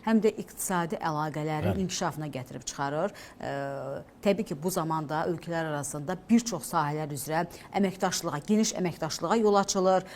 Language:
Azerbaijani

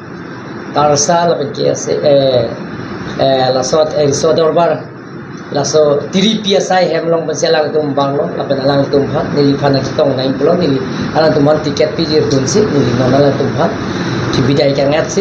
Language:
Karbi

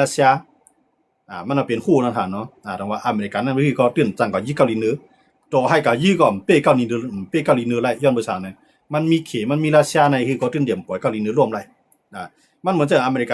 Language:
Shan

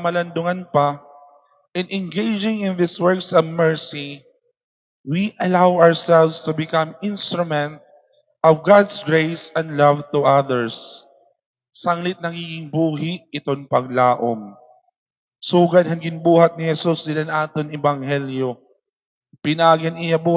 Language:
Waray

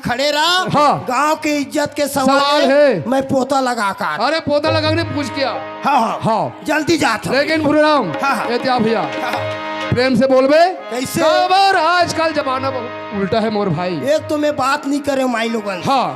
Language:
Chhattisgarhi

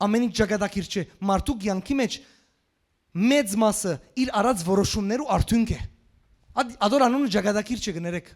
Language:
Western Armenian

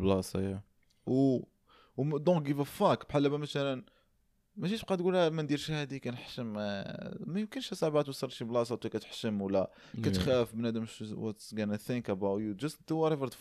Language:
Moroccan Arabic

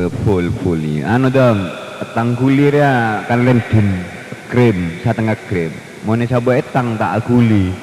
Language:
Madurese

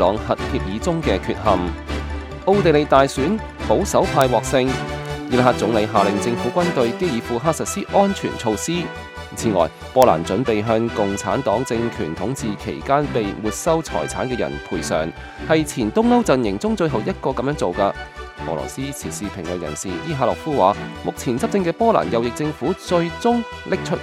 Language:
Cantonese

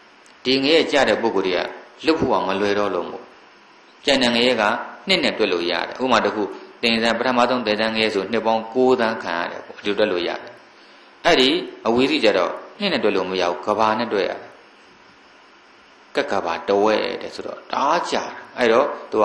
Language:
Burmese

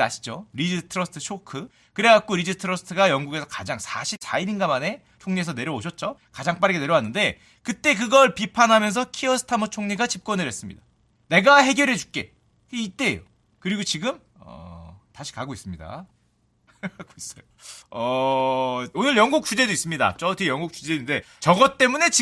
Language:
Korean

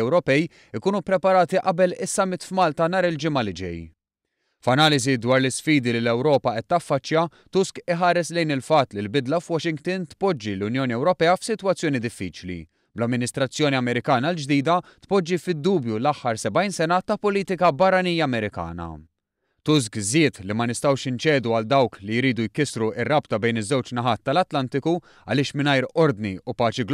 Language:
Maltese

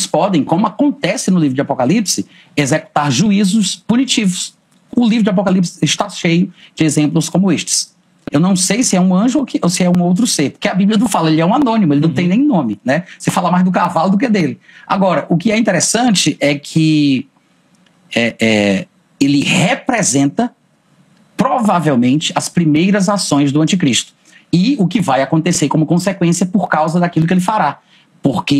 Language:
Portuguese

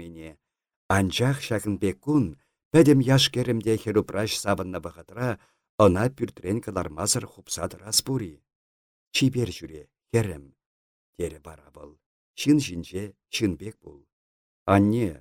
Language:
Chuvash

